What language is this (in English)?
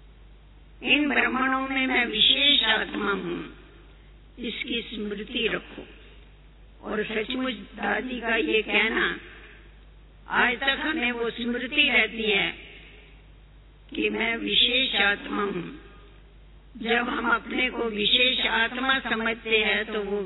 Hindi